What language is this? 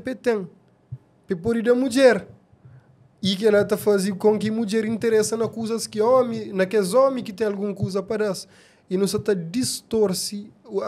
Kabuverdianu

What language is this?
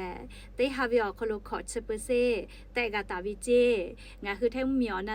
Lahu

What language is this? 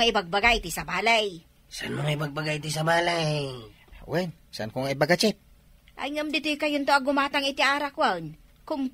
Iloko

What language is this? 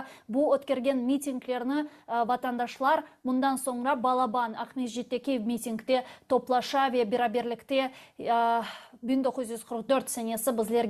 Crimean Tatar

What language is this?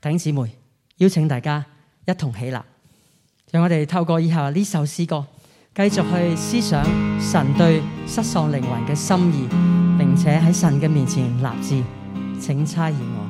Cantonese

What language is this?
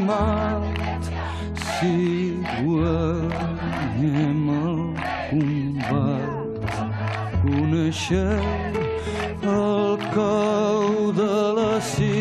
Catalan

